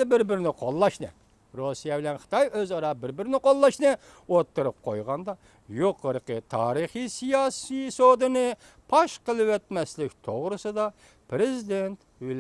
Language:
Uyghur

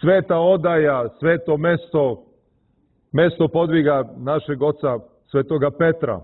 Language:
Serbian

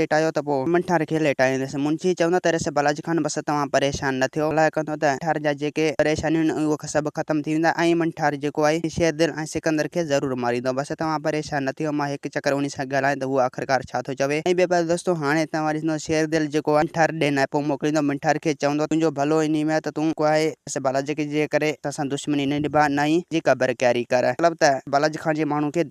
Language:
Sindhi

